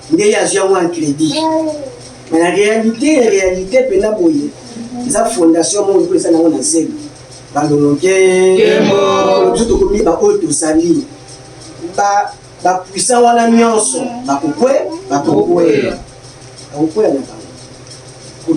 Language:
Lingala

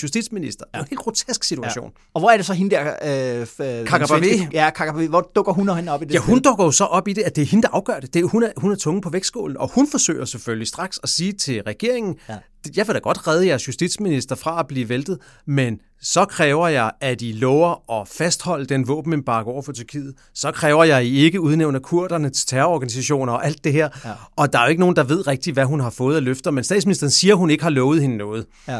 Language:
Danish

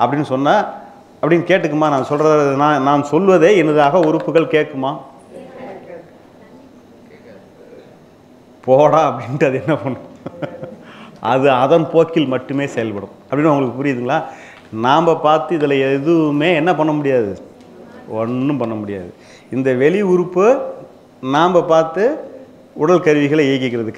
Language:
Tamil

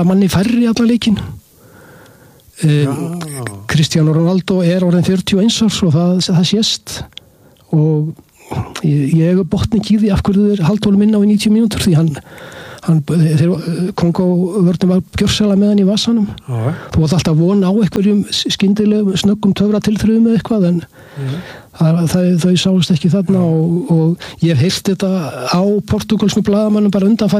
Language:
Icelandic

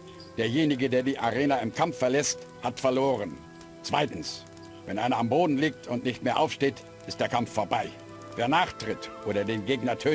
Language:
Bavarian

